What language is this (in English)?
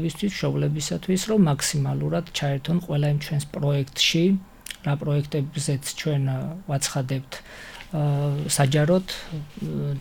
Georgian